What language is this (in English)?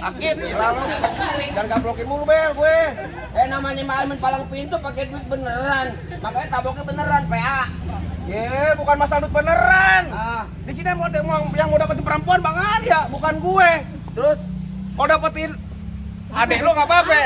Betawi